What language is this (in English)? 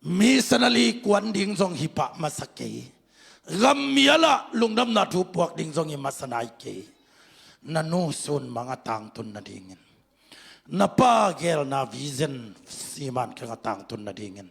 Tedim Chin